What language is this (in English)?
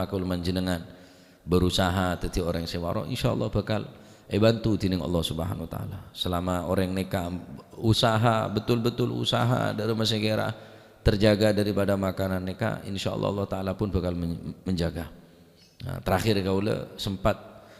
Madurese